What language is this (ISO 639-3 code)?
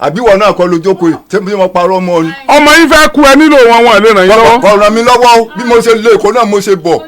yor